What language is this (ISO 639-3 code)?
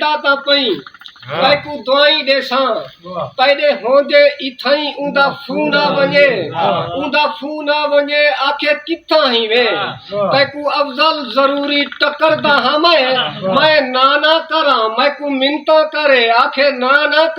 skr